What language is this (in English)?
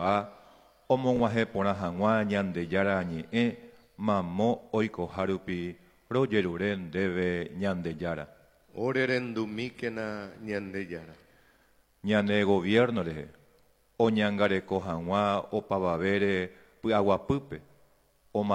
Guarani